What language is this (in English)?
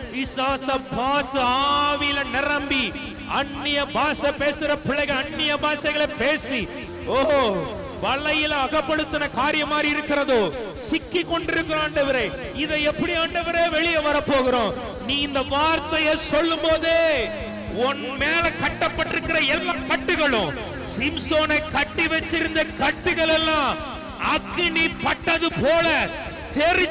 Tamil